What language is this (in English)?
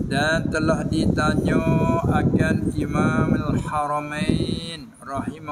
Malay